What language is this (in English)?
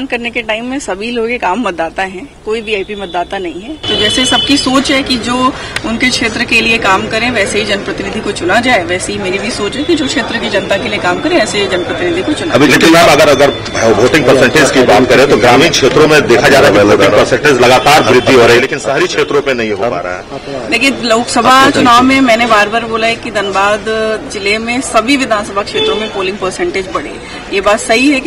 Hindi